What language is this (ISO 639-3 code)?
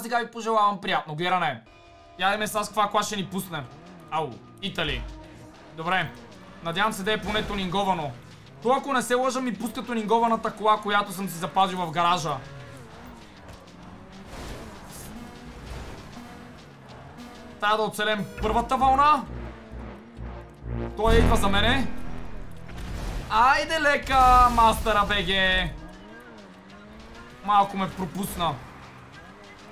bul